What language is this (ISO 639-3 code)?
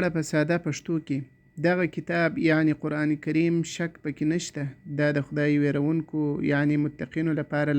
pus